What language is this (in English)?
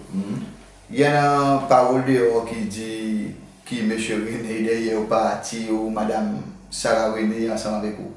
Seselwa Creole French